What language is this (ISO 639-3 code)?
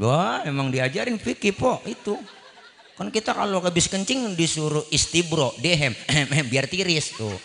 bew